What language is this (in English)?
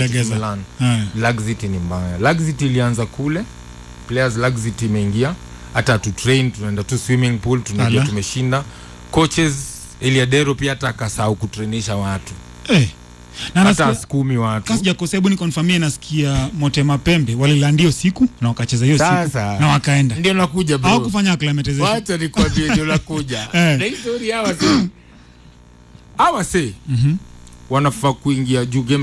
Swahili